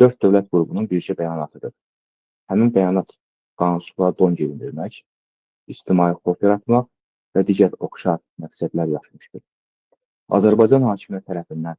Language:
Azerbaijani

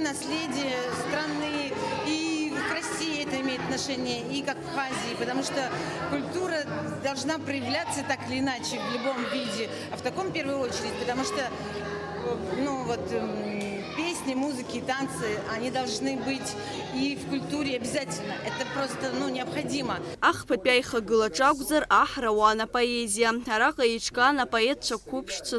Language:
Abkhazian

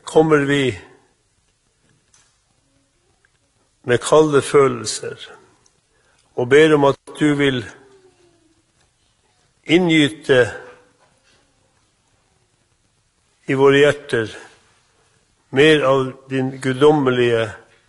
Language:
Norwegian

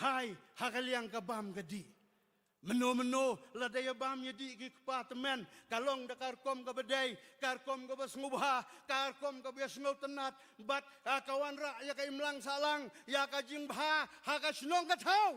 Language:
Khasi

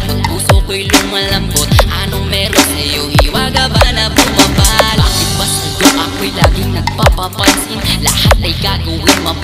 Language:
Filipino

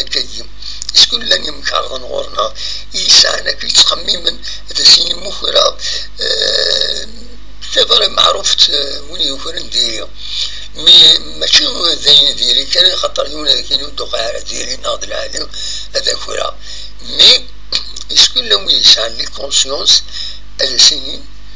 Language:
Kabyle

